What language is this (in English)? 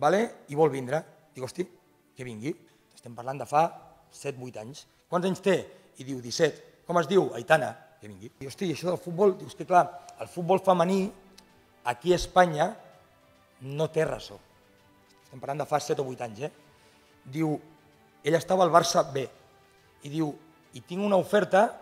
Catalan